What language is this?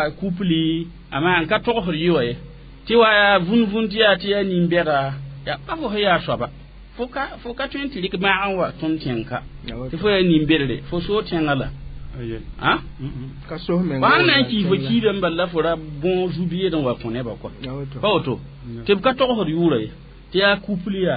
Mossi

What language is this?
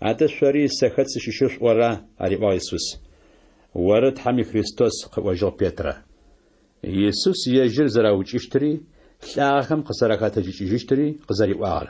Adyghe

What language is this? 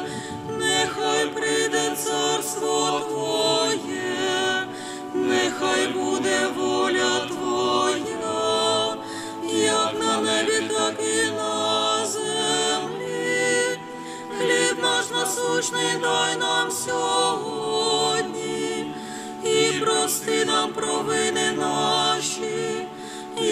Ukrainian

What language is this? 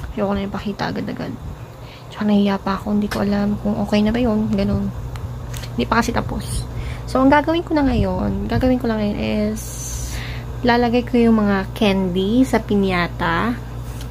Filipino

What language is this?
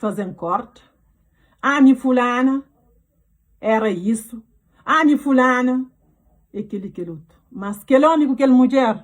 Kabuverdianu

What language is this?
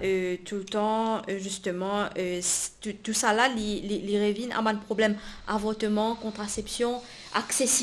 Morisyen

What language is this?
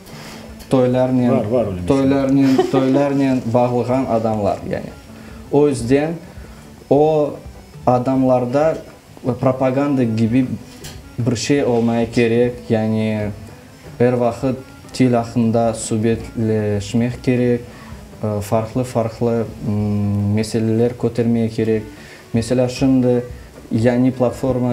Crimean Tatar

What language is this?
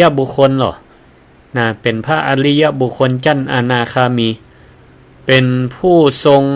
Northern Thai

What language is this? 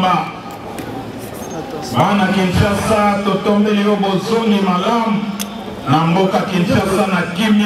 Lingala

